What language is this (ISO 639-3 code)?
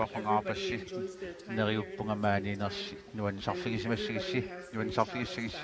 kal